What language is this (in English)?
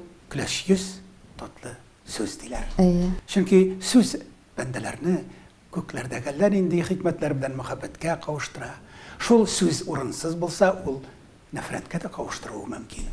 Tatar